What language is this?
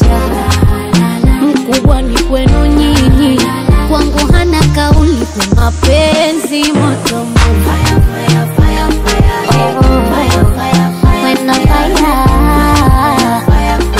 Swahili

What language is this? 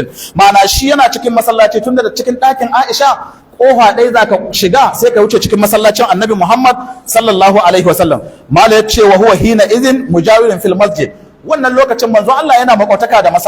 Hausa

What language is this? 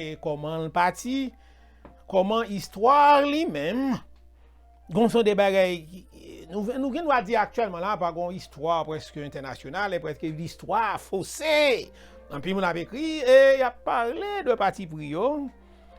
Haitian Creole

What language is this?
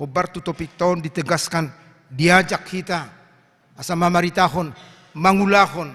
Batak Toba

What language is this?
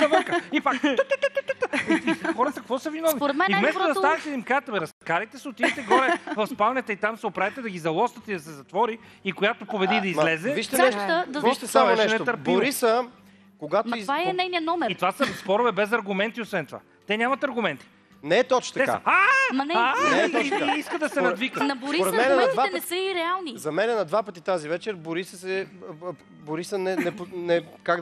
Bulgarian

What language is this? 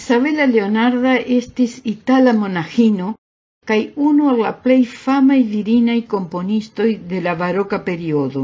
Esperanto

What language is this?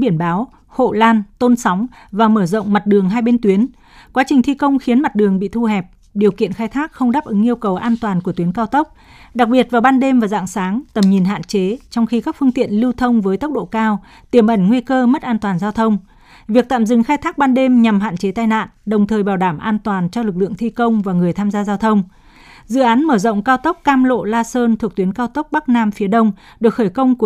Vietnamese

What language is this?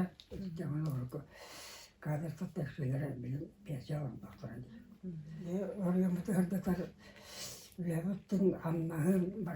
Yakut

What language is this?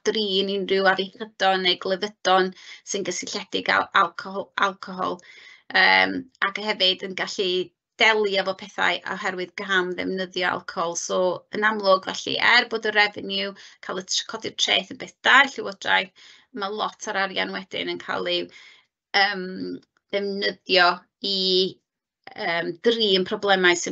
Welsh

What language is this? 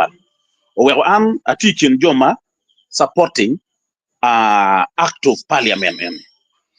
Acoli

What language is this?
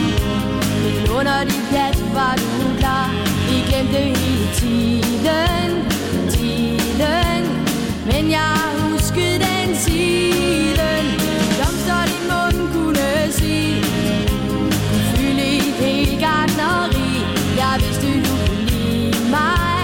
Danish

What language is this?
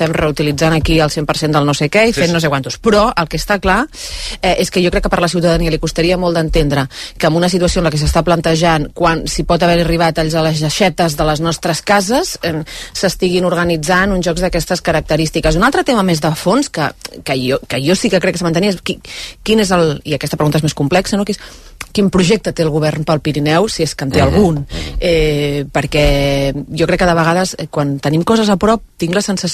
Catalan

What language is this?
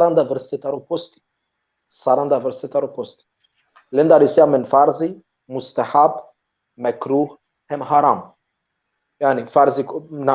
Balkan Romani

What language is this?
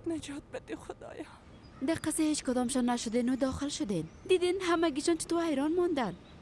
Persian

